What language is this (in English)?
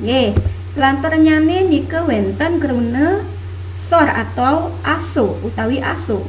Balinese